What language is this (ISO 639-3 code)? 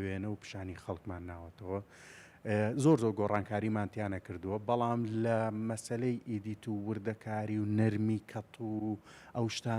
ckb